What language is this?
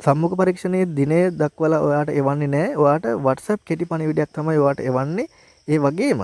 Sinhala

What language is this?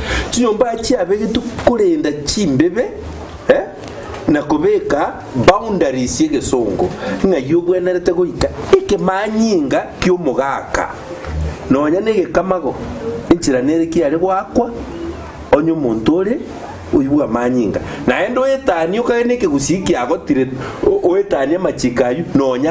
Gusii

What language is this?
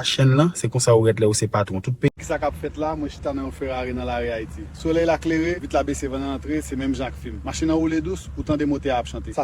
Haitian Creole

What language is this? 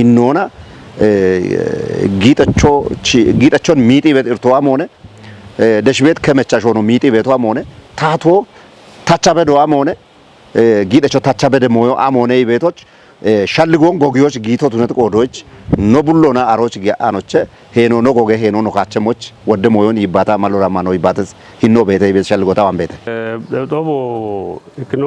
Kafa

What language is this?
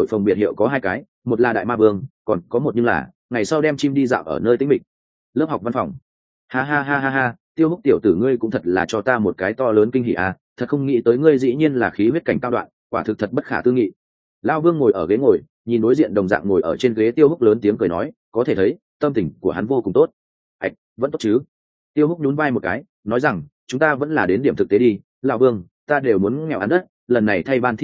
Vietnamese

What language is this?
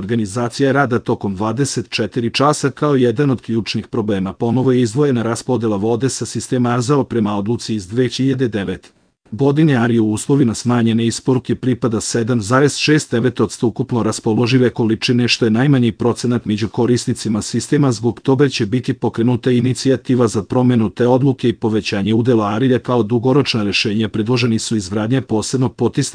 Serbian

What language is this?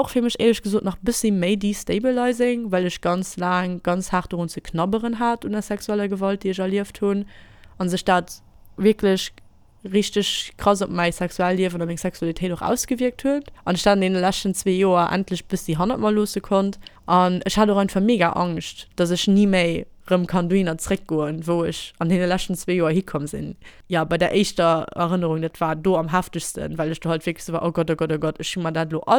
Luxembourgish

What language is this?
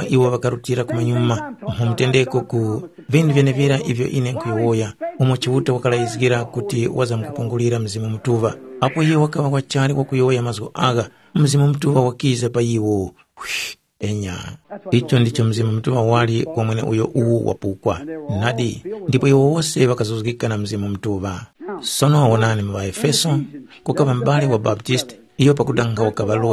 Tumbuka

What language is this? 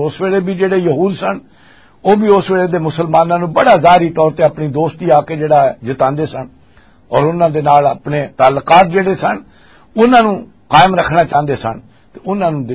Western Panjabi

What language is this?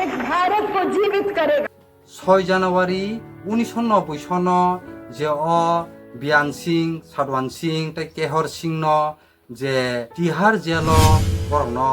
Kok Borok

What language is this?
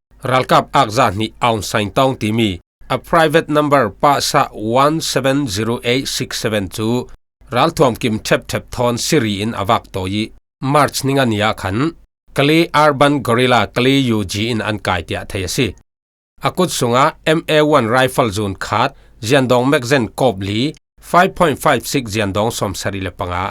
Falam Chin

